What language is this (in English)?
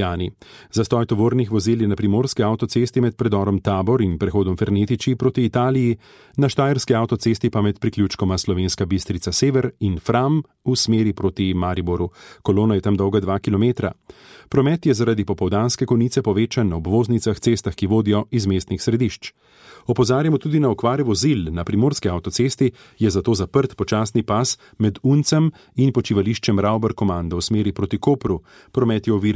Slovenian